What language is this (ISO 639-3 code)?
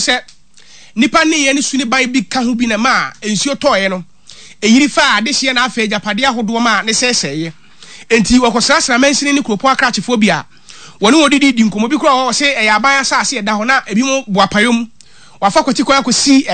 aka